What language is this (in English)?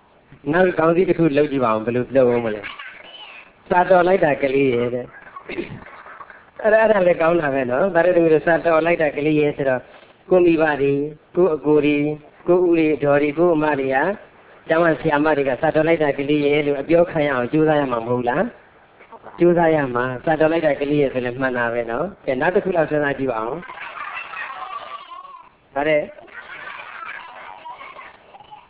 Burmese